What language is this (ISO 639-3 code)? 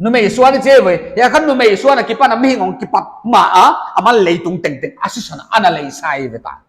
pck